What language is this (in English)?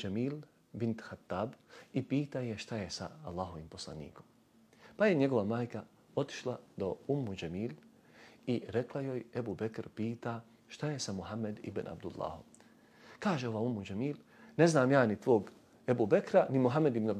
Bosnian